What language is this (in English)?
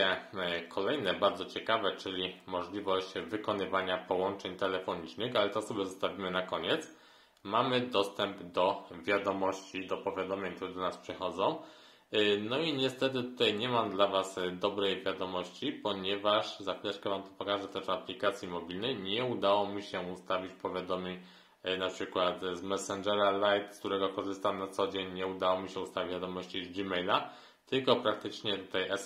Polish